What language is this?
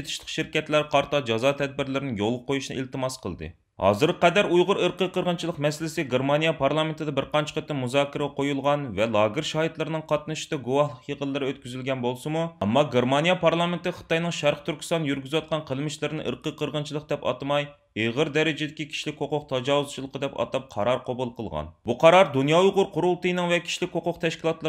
Uyghur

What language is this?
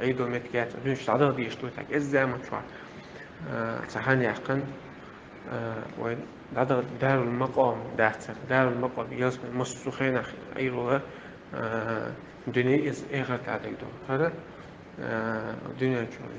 Chechen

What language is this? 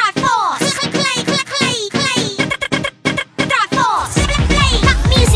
Afrikaans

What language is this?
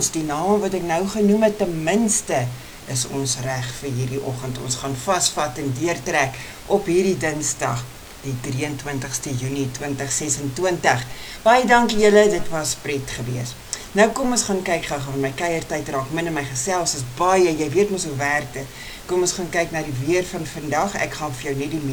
Afrikaans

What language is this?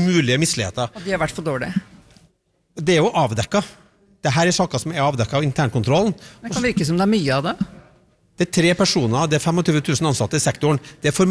Norwegian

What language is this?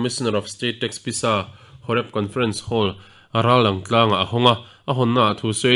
Mizo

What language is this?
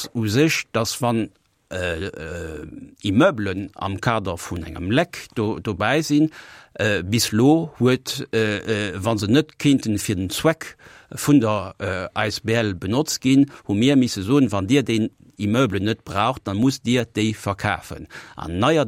Luxembourgish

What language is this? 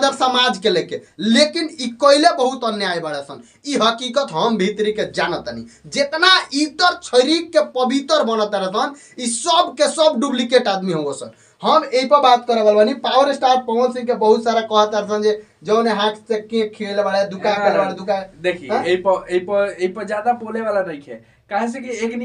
Bhojpuri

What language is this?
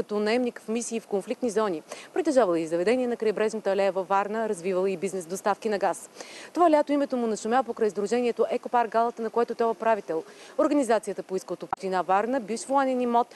Bulgarian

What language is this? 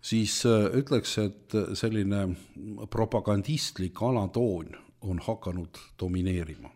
Estonian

